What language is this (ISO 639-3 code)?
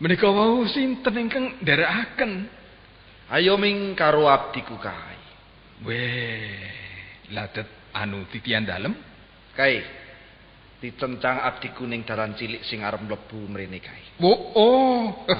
jav